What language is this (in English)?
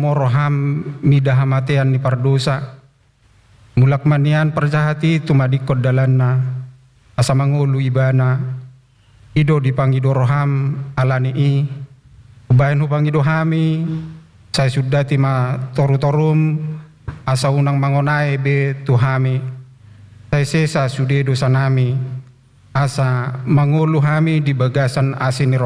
Batak Toba